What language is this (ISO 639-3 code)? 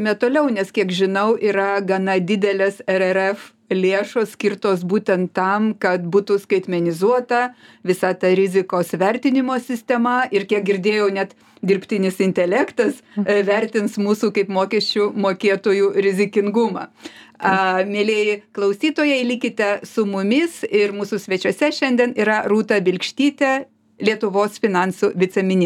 lit